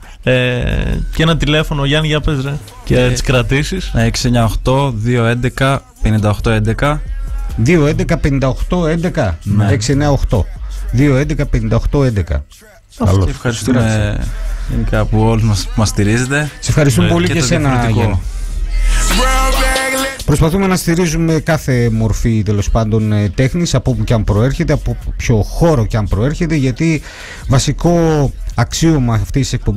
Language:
Greek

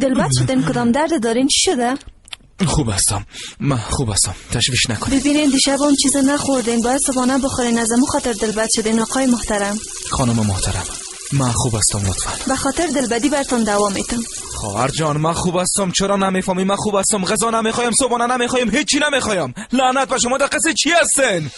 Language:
Persian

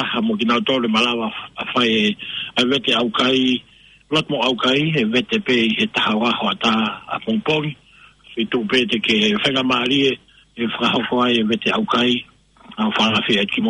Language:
Tongan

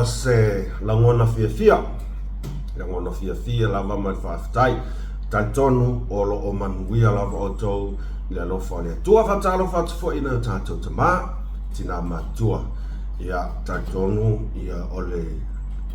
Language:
Samoan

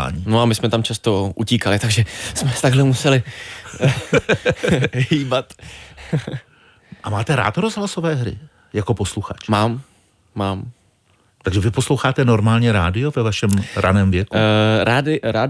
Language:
Czech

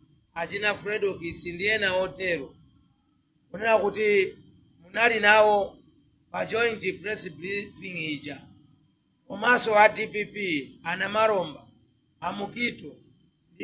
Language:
Nyanja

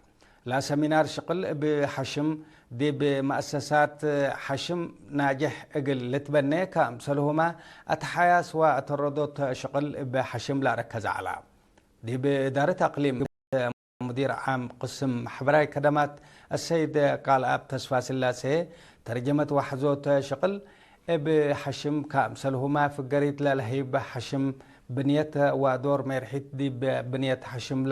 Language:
Tigre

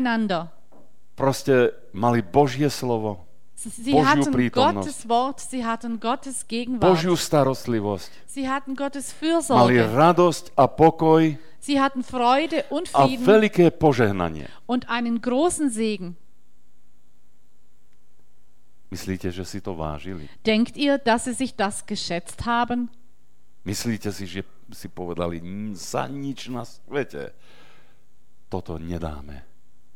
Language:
Slovak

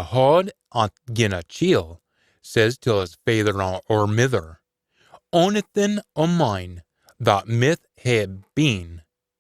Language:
Scots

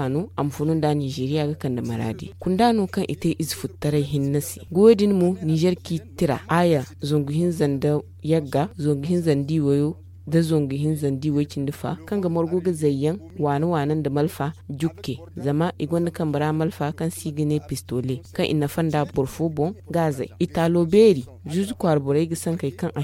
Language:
Zarma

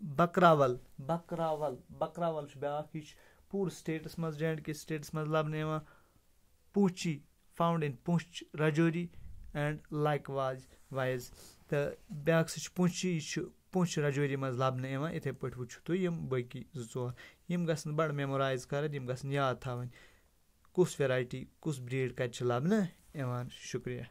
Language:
Kashmiri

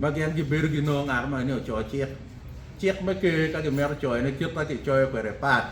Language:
Acoli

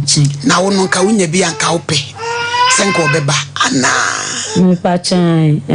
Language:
Akan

